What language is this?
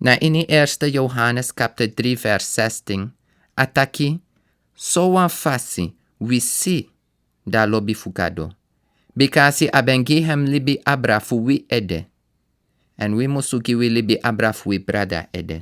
Sranan Tongo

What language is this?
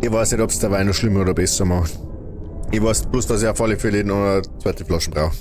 Bavarian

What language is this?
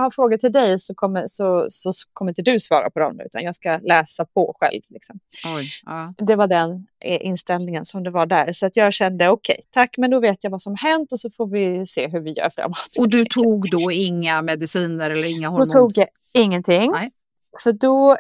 Swedish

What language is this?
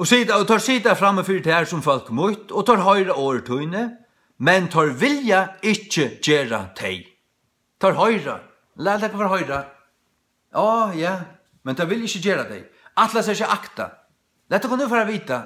Faroese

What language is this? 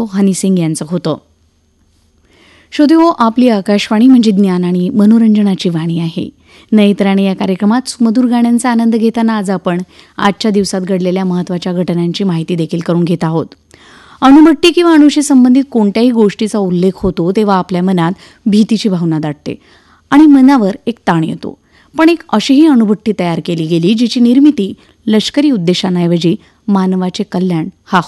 Marathi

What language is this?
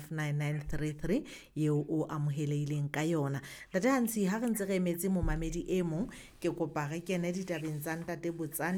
Southern Sotho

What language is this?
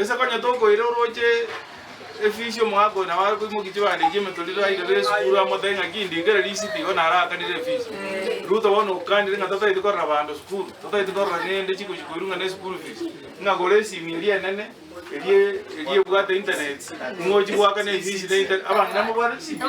Gusii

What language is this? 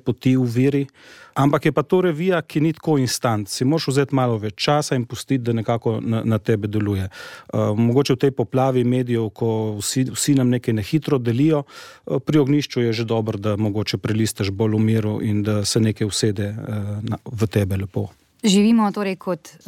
Slovenian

